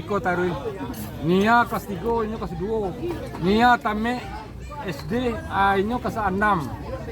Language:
Minangkabau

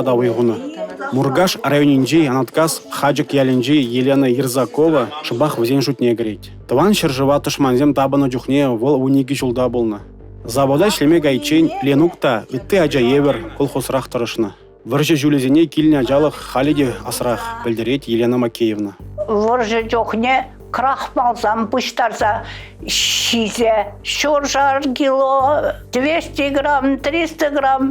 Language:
Chuvash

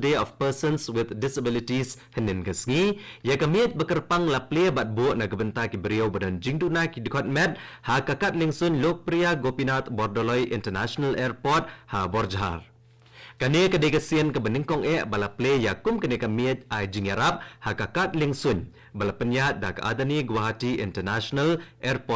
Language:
Khasi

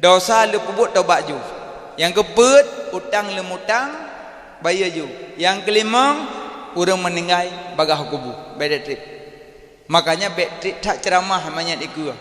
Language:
Achinese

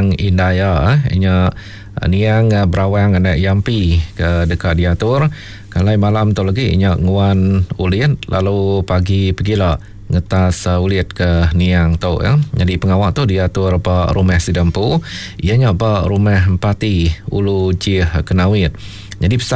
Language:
Iban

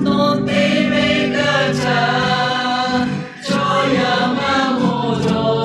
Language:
Lahu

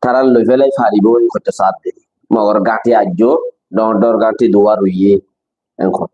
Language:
Rohingya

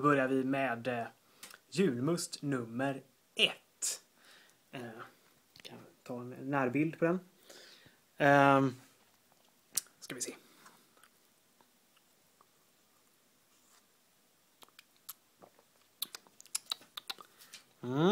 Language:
Swedish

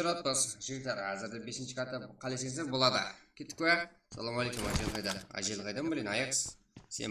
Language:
Kara-Kalpak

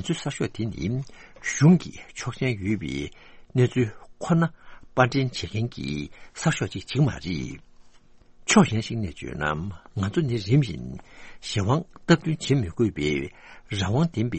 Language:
Tibetan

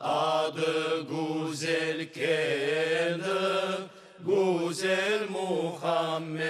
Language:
Crimean Tatar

